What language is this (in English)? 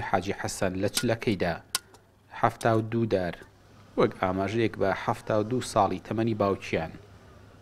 Central Kurdish